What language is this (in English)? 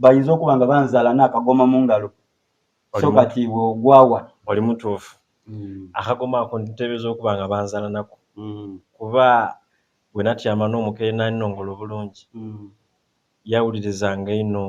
Soga